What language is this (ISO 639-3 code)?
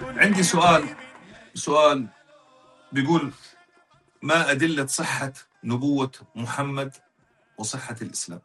apc